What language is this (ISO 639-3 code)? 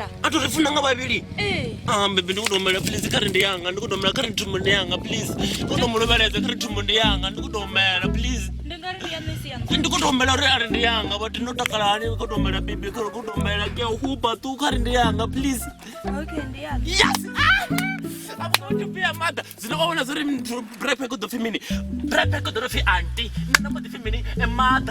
ven